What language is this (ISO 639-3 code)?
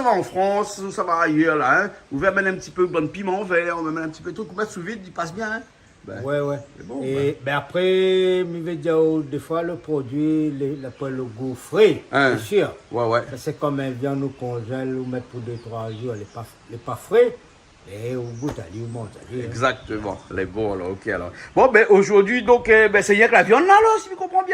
rcf